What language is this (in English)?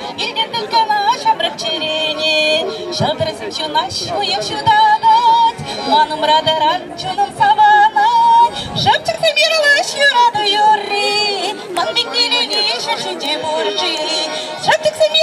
Chuvash